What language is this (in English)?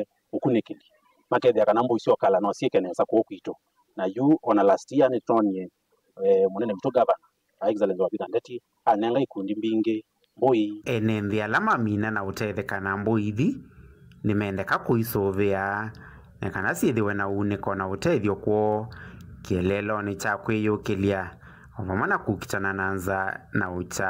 Kamba